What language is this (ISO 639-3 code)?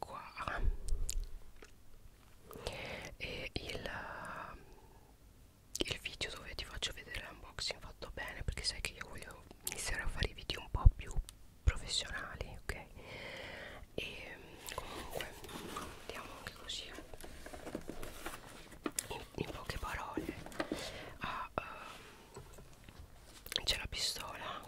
ita